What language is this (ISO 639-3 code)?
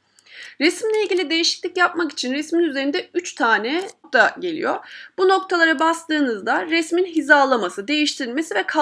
tur